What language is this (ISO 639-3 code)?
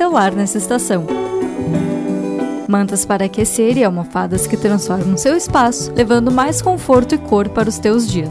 por